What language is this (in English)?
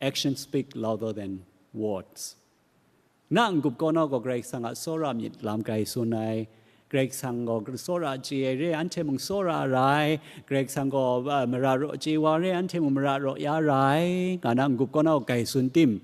Kachin